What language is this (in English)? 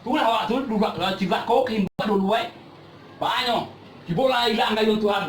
Minangkabau